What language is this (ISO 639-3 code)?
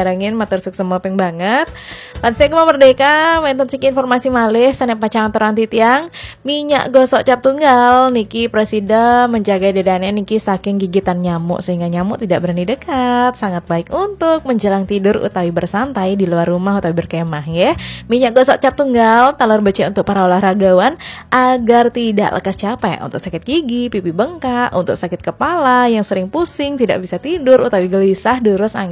ban